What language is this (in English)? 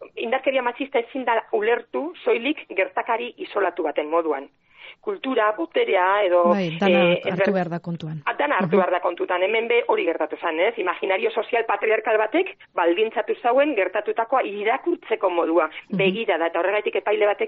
Basque